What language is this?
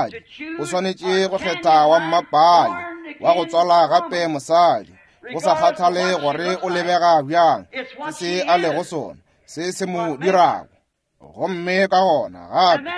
Northern Sotho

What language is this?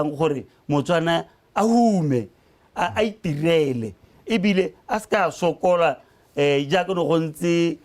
Tswana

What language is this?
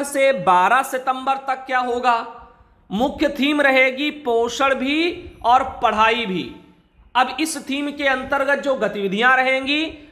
Hindi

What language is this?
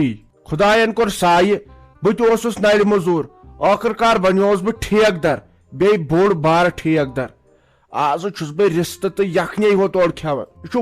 Kashmiri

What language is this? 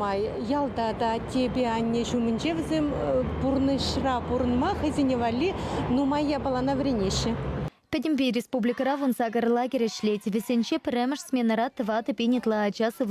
Chuvash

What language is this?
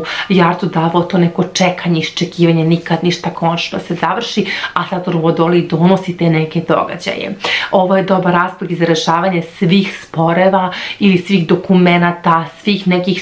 Serbian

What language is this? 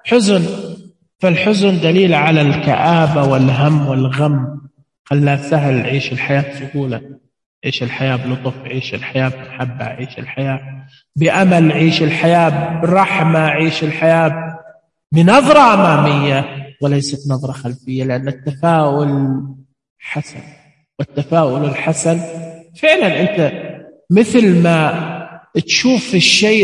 Najdi Arabic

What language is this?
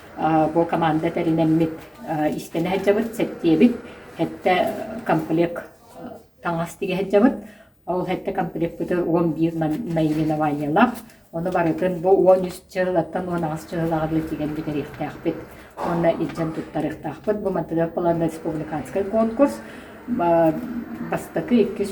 Yakut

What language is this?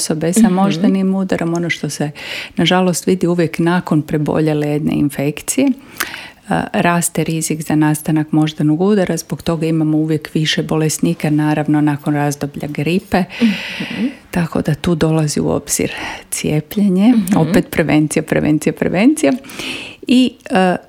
Croatian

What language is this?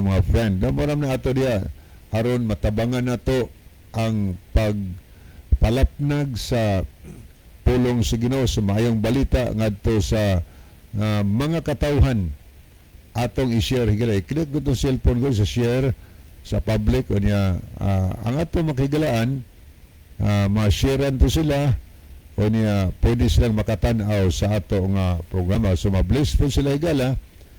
Cebuano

